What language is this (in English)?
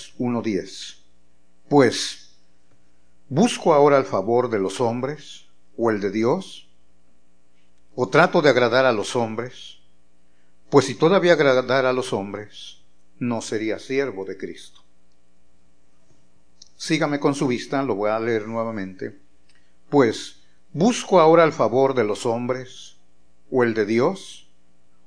Spanish